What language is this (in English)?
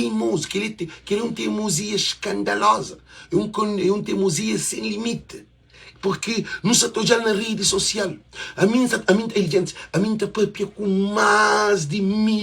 Kabuverdianu